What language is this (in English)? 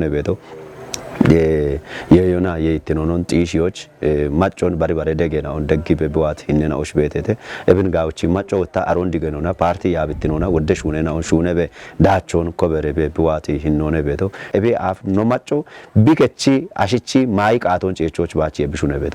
Kafa